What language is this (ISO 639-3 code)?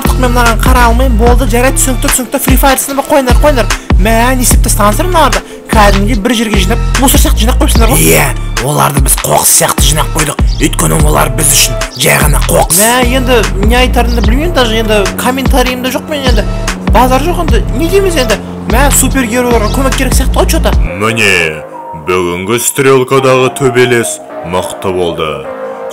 kaz